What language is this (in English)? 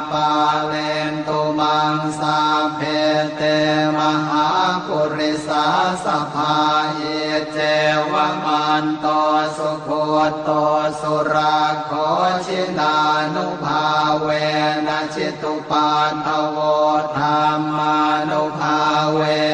Pali